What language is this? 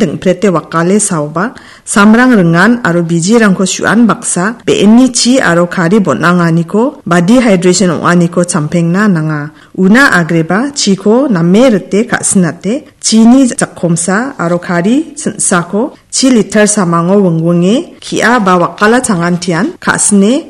Garo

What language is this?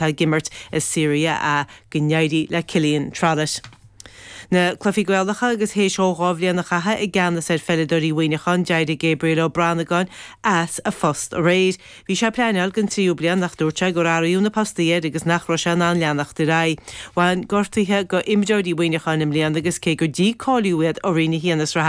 Irish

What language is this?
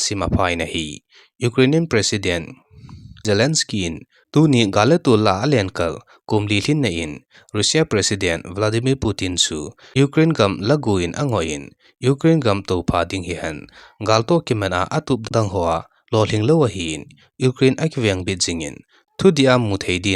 Thado Chin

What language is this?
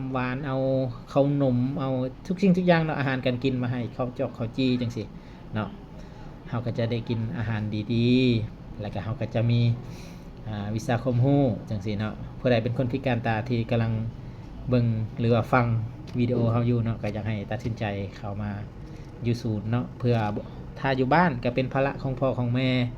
Lao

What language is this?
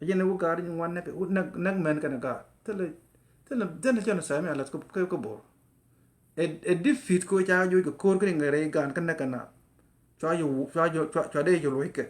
Nuer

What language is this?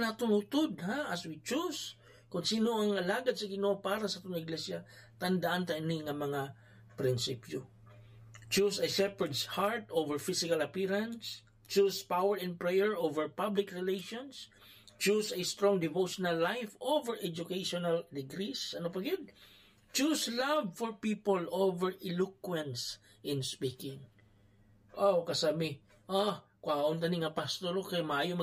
Hiligaynon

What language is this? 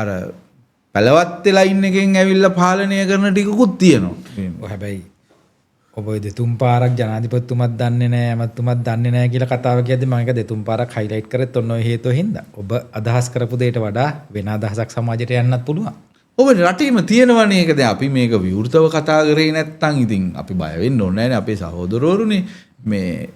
Sinhala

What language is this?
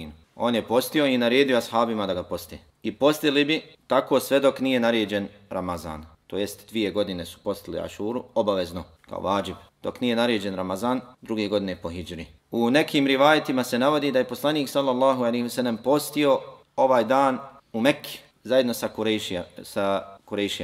Bosnian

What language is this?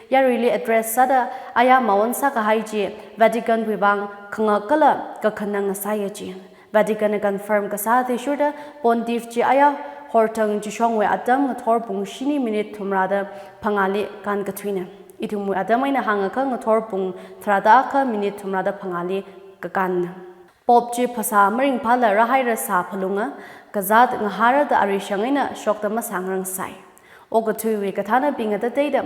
Tangkhul Naga (India)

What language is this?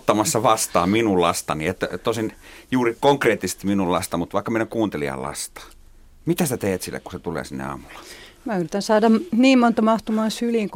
Finnish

